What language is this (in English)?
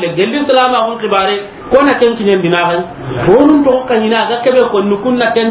Soninke